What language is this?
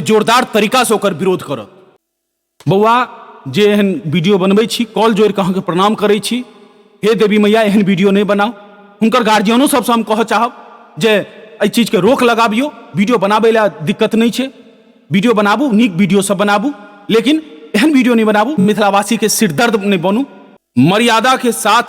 Maithili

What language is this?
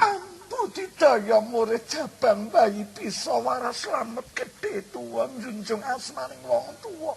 Javanese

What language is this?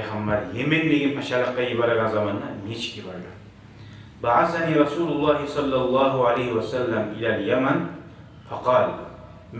Kumyk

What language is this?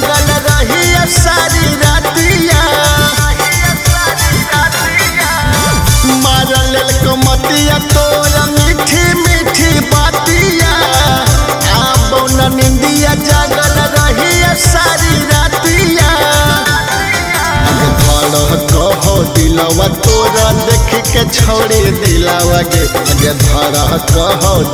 Magahi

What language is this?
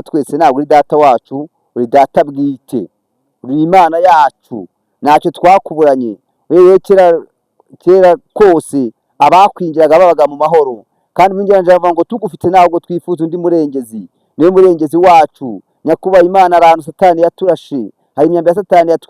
Kinyarwanda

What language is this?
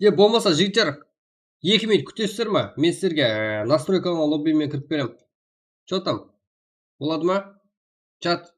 Kara-Kalpak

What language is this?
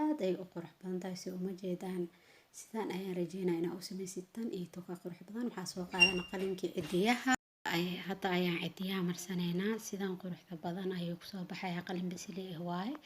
Somali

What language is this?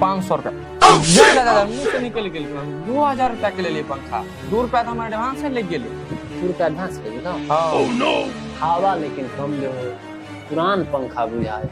Maithili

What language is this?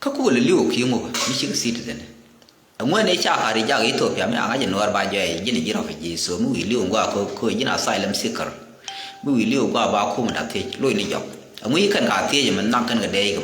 Nuer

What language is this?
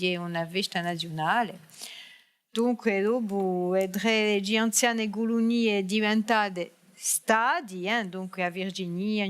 Corsican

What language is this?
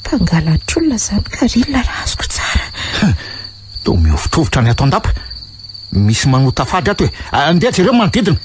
Malagasy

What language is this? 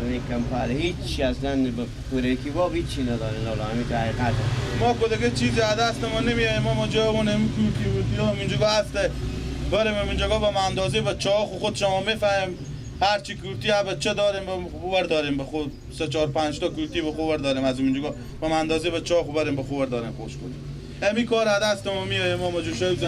Persian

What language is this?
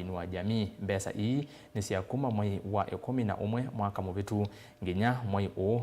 Kamba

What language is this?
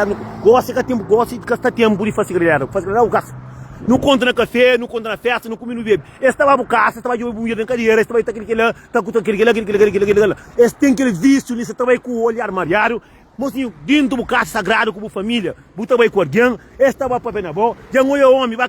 Kabuverdianu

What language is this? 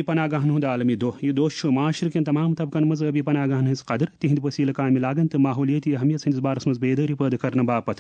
Kashmiri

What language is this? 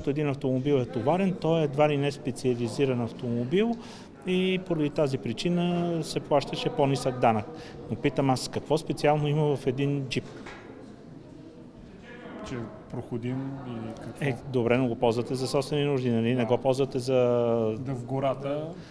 Bulgarian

